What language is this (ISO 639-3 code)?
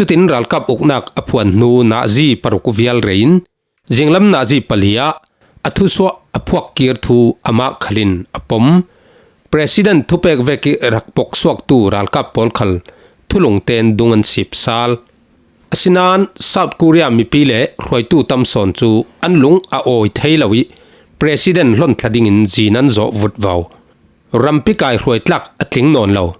cfm